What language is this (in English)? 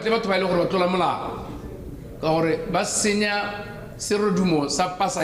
Tswana